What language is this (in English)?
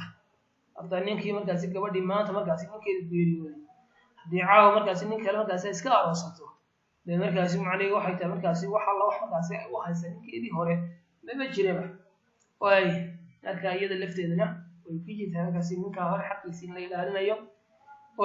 Somali